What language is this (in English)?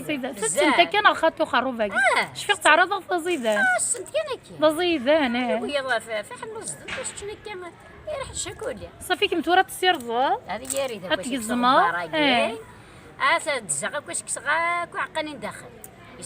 Kabyle